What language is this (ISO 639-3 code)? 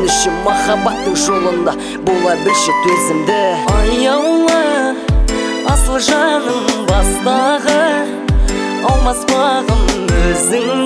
kaz